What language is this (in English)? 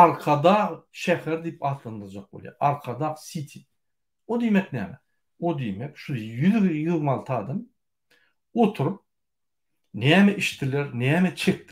Turkmen